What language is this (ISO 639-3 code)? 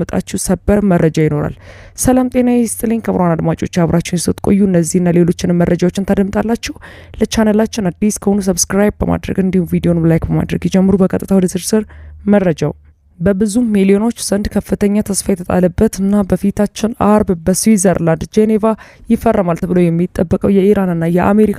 amh